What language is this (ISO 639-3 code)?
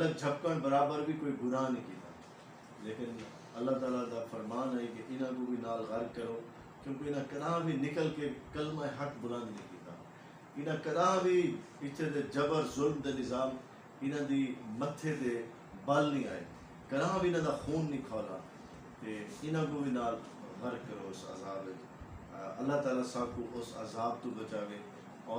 skr